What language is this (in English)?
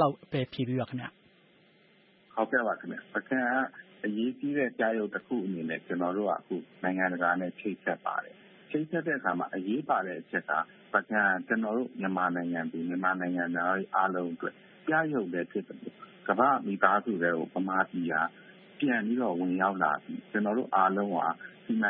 Burmese